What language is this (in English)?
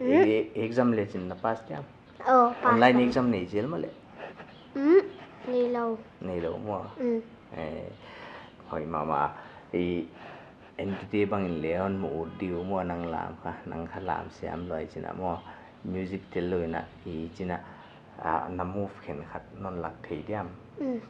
Paite Chin